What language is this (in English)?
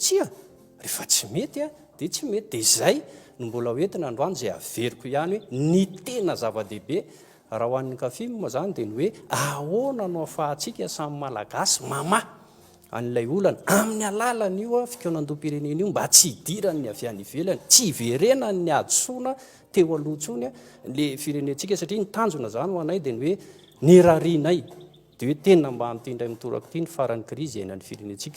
Malagasy